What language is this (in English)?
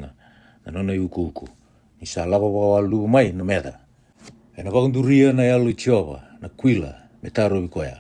Fijian